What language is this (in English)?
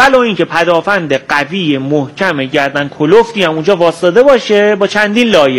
Persian